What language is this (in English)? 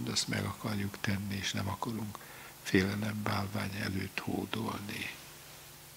Hungarian